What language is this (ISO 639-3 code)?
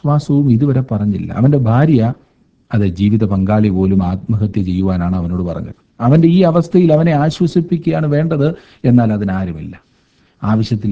mal